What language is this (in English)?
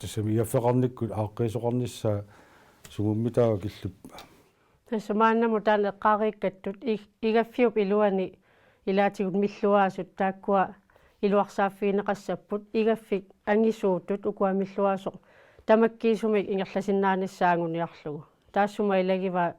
Kalaallisut